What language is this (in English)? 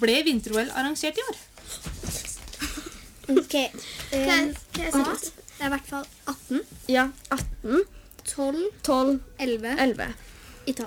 Norwegian